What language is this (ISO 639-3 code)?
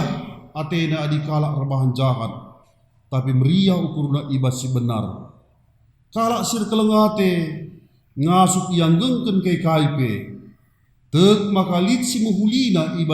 btx